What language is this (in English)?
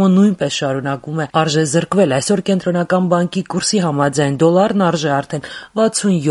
Armenian